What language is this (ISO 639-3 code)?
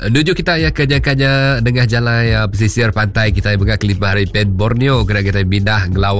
iba